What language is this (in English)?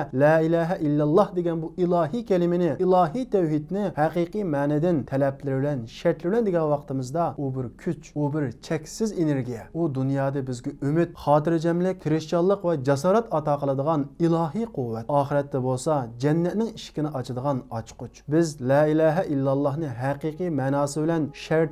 Uyghur